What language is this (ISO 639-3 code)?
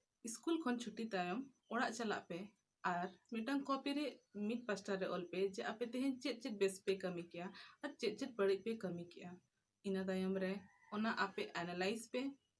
sat